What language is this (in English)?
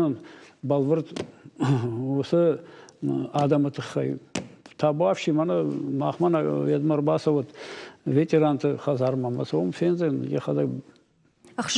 Ossetic